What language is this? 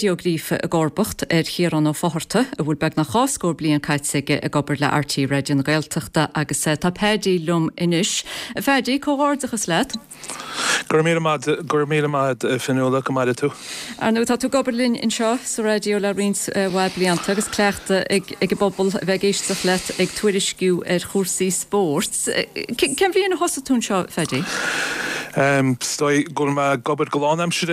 Irish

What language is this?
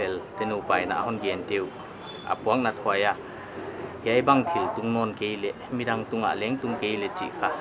Paite Chin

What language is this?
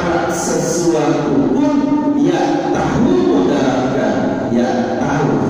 Sasak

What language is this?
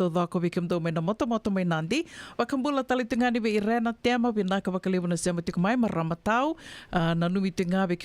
Fijian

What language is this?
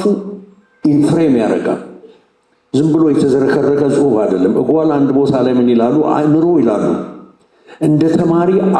Amharic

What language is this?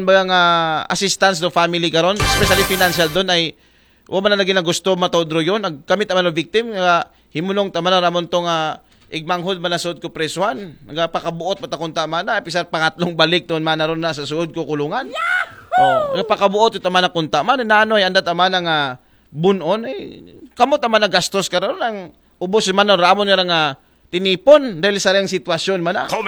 Aklanon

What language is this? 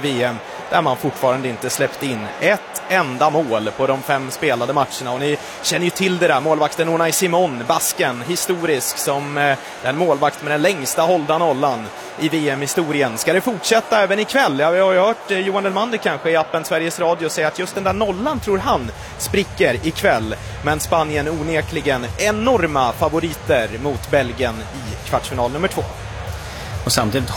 Swedish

